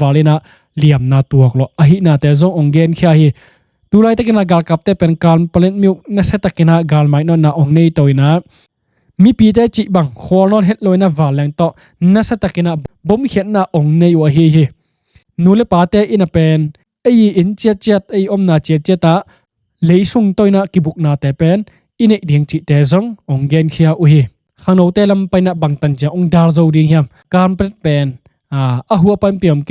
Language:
Tedim Chin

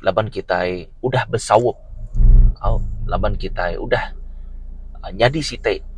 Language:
Iban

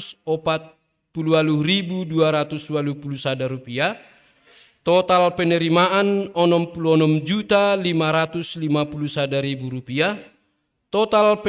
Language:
Batak Simalungun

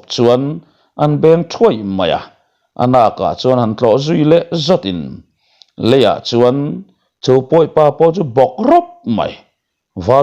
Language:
Mizo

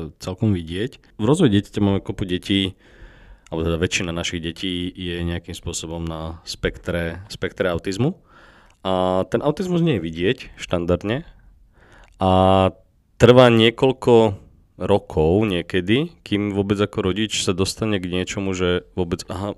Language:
Slovak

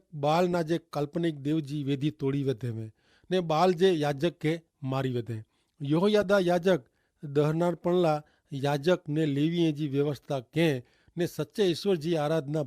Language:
Kachhi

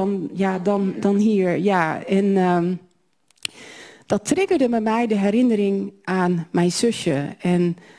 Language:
Dutch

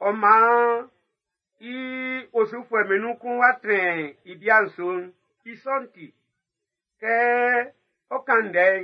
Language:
Baoulé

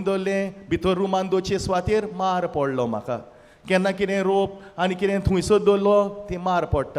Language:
Konkani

